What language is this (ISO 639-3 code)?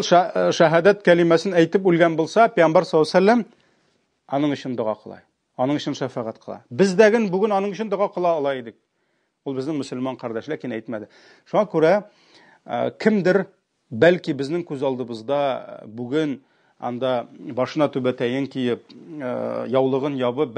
tat